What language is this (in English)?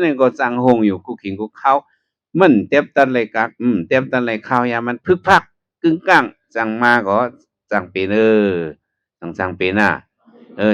Shan